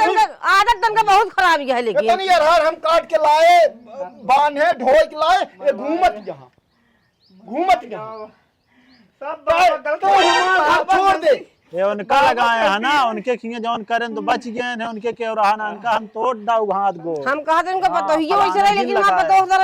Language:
Awadhi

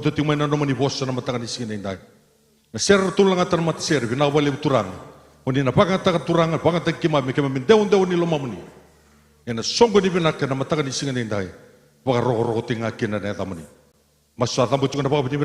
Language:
Fijian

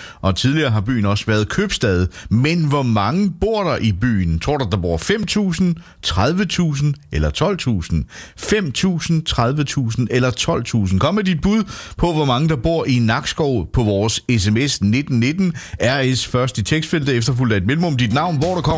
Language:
Danish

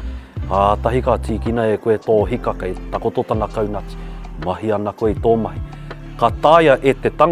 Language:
Māori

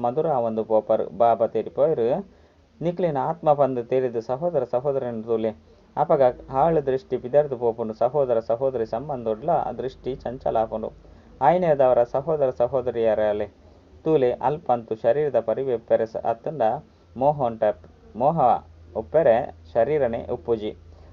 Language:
Tulu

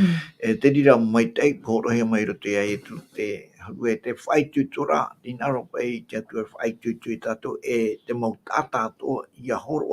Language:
Tahitian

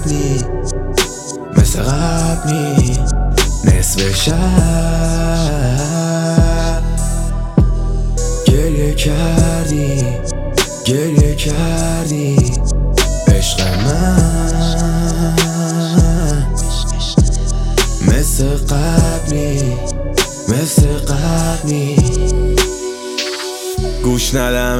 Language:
Persian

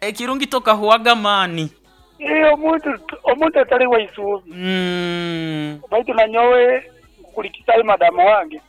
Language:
Nyoro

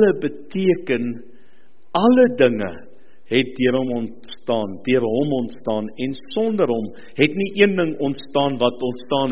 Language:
Afrikaans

